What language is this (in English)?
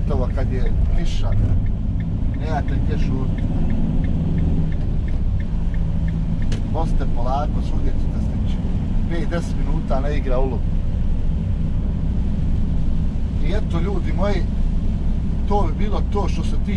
Croatian